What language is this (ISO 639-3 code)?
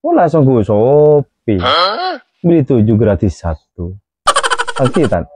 mad